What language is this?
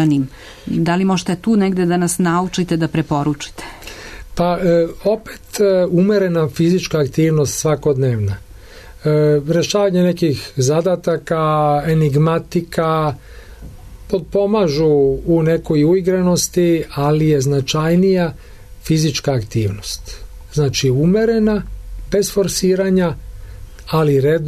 Serbian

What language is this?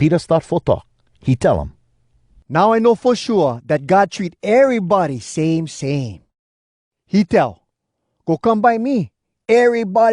Hawai'i Creole English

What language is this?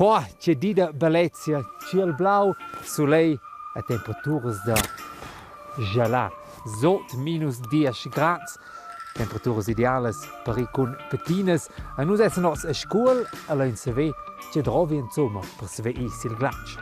Romansh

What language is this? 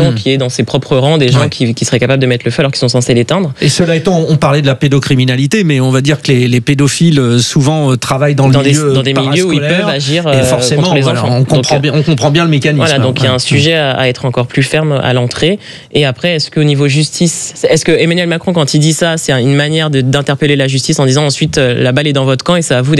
French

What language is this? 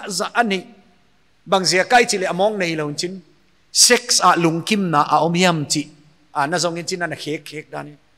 Paite Chin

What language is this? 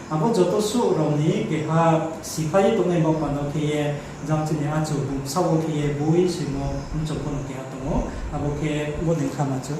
Riang (India)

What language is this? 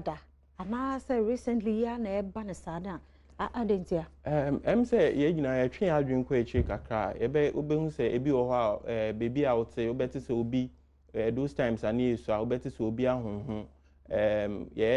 Akan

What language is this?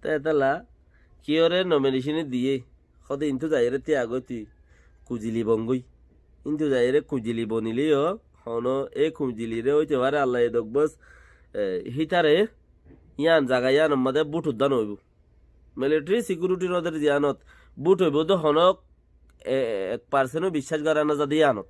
Rohingya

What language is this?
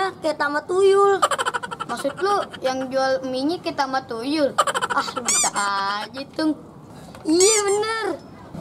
Betawi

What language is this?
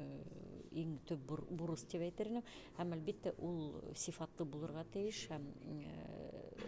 Bashkir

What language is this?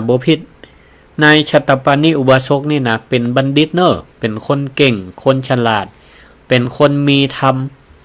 Northern Thai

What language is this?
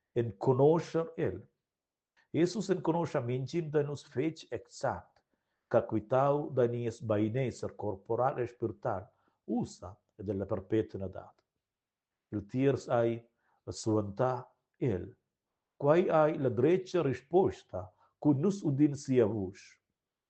Romansh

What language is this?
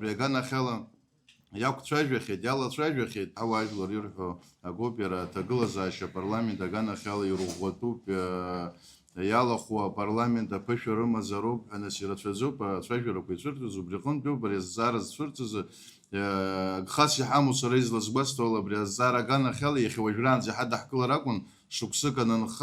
Abkhazian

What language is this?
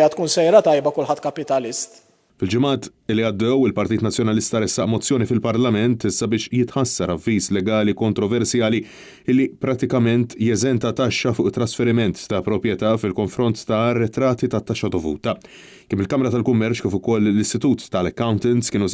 Maltese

